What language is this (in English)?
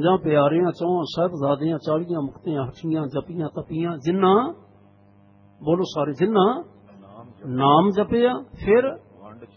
Punjabi